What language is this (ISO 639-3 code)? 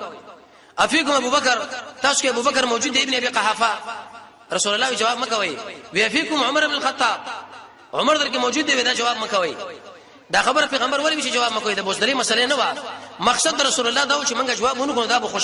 pus